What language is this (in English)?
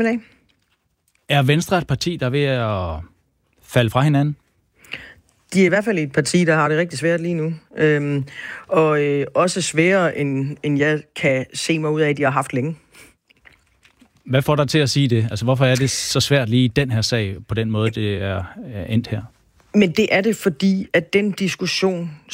Danish